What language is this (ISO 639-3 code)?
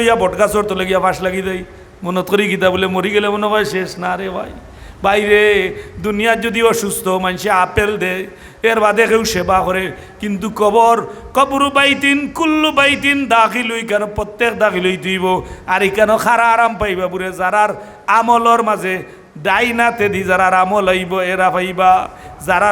syl